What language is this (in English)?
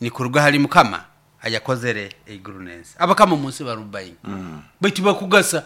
Nyoro